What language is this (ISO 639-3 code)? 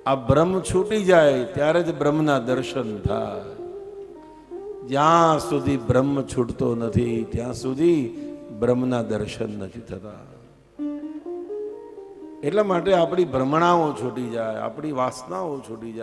guj